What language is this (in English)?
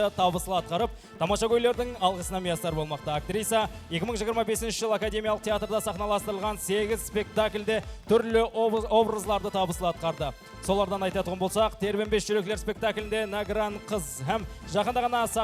Kara-Kalpak